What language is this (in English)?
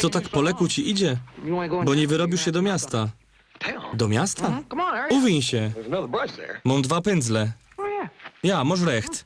Silesian